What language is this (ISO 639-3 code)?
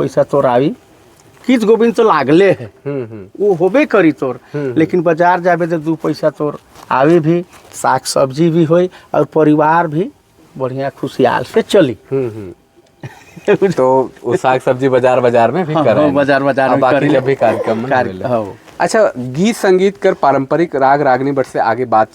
sck